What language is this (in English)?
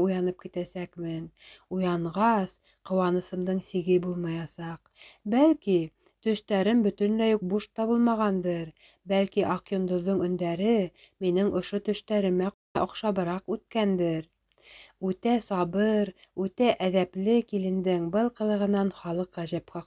Bashkir